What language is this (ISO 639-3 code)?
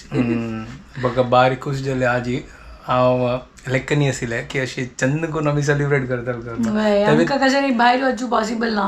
kok